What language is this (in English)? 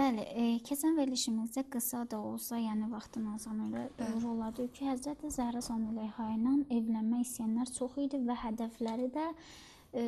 Azerbaijani